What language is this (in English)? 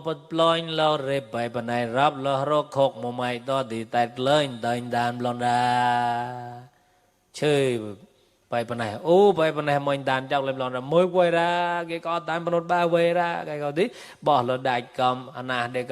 Mon